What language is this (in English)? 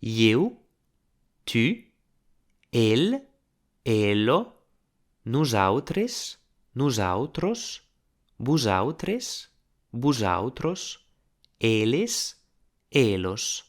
Occitan